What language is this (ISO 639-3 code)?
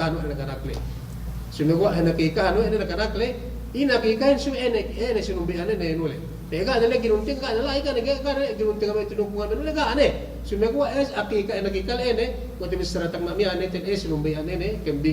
yka